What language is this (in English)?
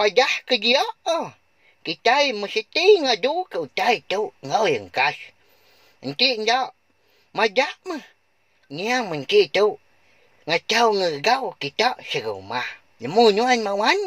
Iban